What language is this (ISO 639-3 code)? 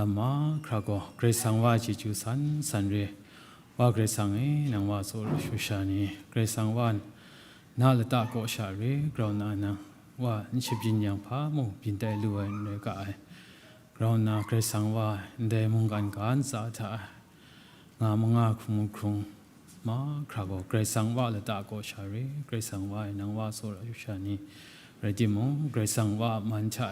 kac